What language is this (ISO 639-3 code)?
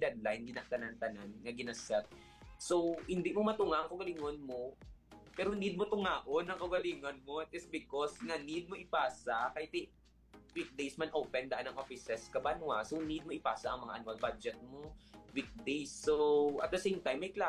hil